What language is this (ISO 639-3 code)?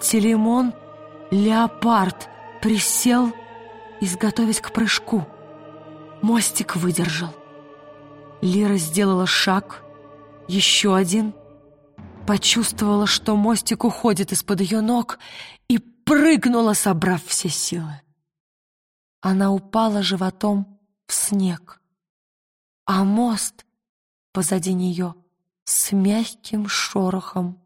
rus